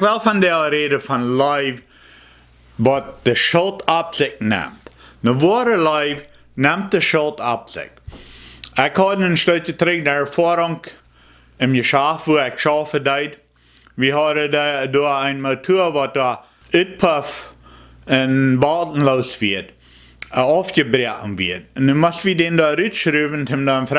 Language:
Plautdietsch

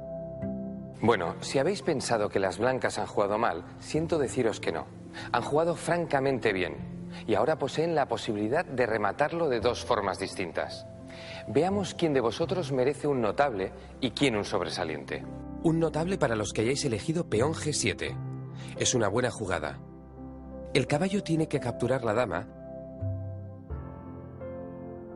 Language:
Spanish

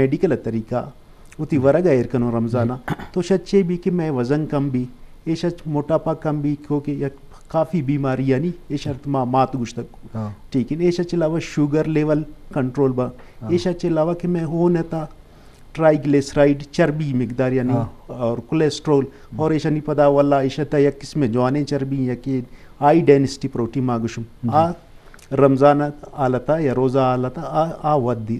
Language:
Eastern Balochi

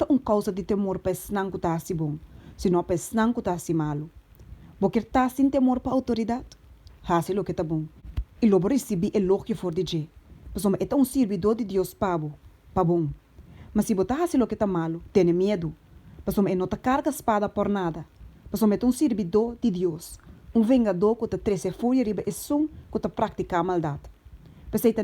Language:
Papiamento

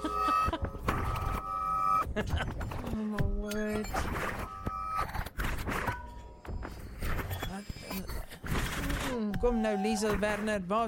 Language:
Afrikaans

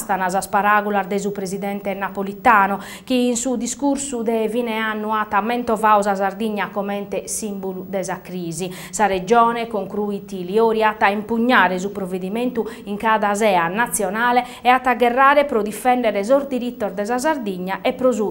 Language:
Sardinian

